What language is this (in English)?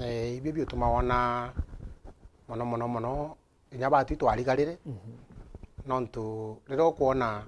Meru